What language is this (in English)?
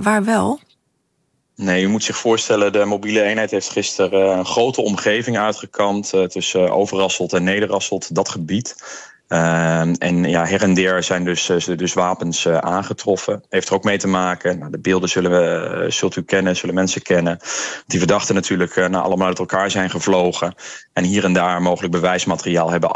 Dutch